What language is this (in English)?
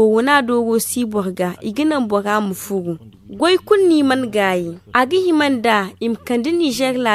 Zarma